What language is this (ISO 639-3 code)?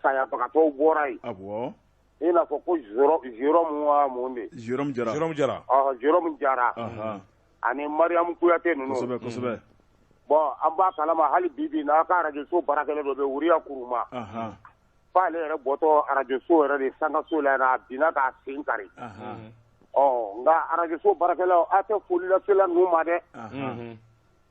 bam